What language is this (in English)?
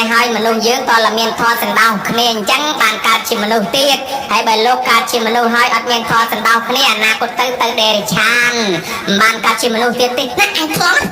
Khmer